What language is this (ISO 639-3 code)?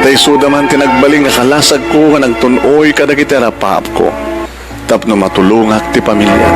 ilo